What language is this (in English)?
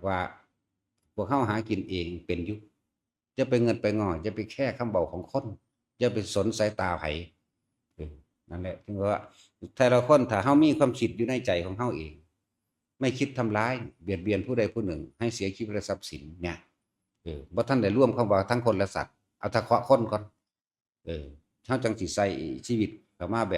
Lao